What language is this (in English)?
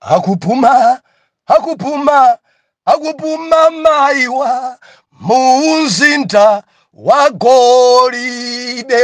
Nyanja